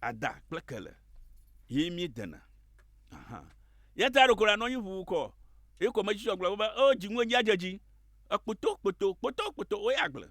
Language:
Ewe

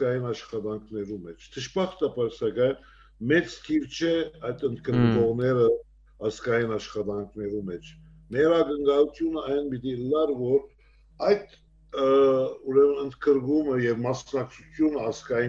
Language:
Western Armenian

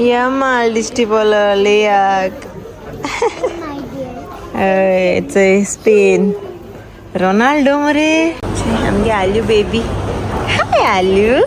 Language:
Konkani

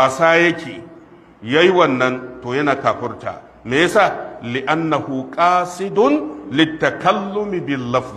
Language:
Hausa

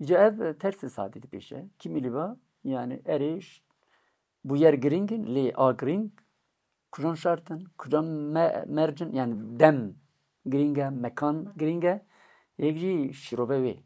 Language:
Kurdish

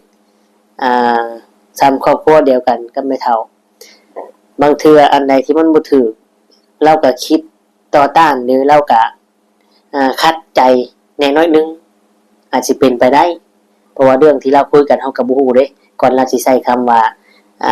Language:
Lao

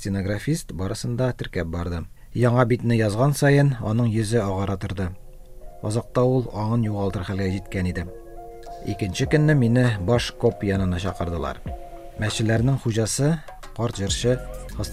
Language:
Tatar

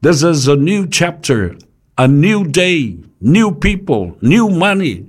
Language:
Samoan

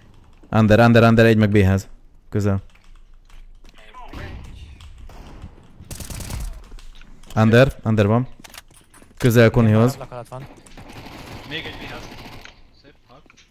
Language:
Hungarian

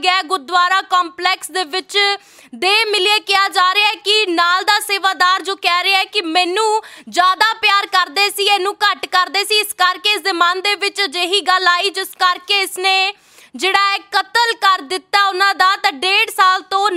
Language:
Punjabi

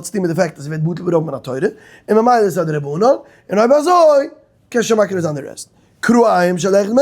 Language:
Yiddish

